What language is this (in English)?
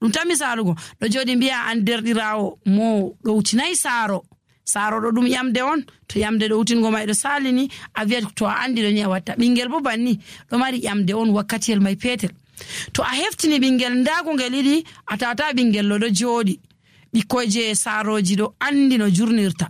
Nigerian Fulfulde